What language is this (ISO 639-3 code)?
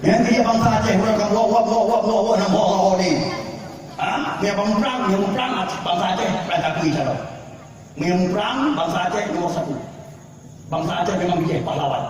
ace